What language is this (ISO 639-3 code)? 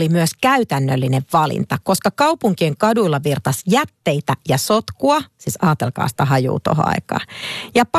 fin